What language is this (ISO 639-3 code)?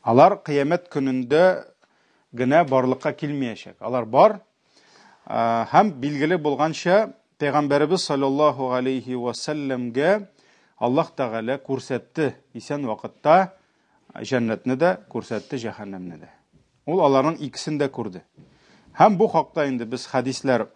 tat